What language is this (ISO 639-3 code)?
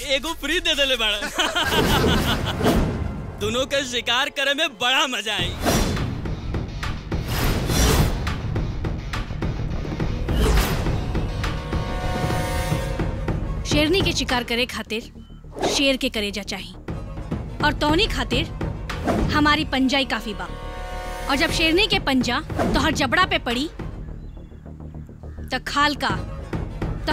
bho